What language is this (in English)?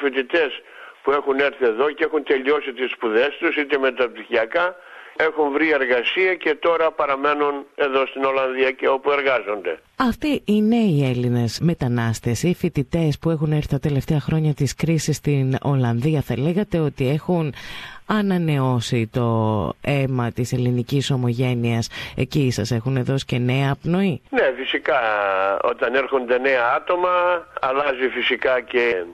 Greek